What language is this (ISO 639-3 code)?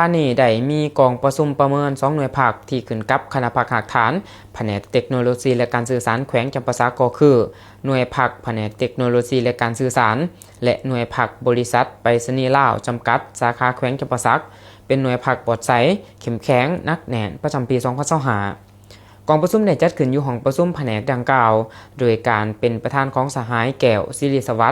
lao